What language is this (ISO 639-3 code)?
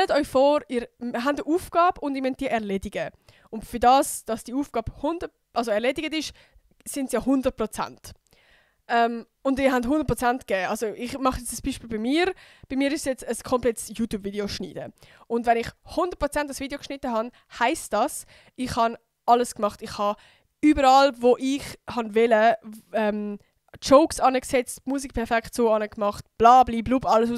gsw